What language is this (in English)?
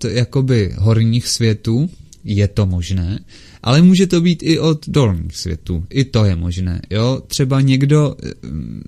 Czech